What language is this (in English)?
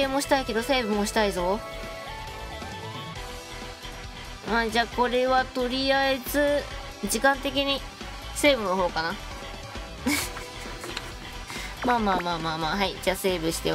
Japanese